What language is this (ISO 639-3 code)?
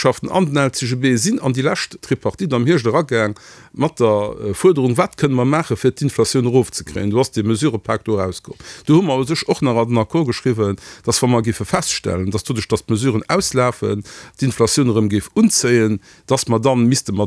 ltz